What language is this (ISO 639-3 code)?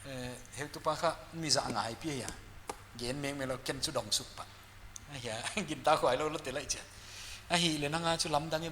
pck